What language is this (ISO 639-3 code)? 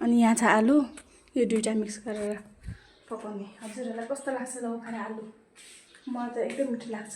nep